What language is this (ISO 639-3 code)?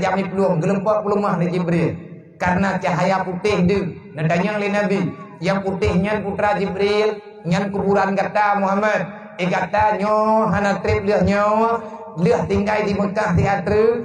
ace